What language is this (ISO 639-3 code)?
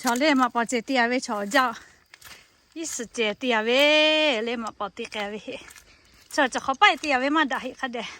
lhu